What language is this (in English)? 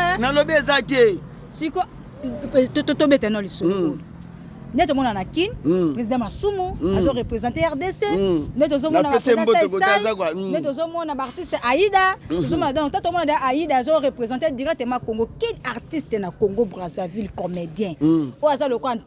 Lingala